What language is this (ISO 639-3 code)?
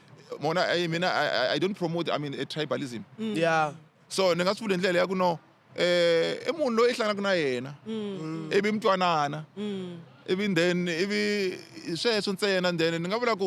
tso